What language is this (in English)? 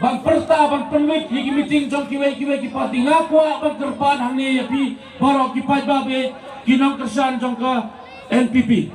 Khasi